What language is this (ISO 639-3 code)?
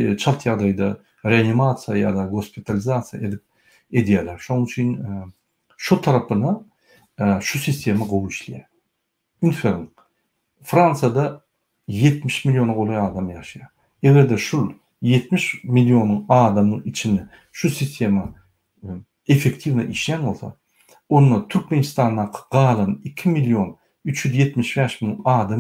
tuk